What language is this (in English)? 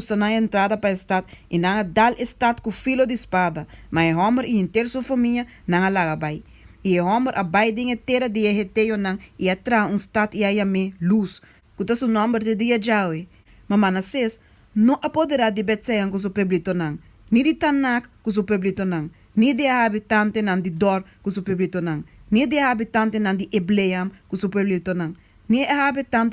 Papiamento